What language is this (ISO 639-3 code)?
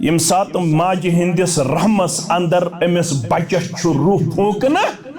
kas